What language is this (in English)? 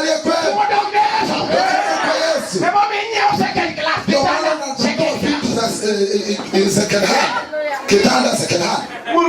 Luo (Kenya and Tanzania)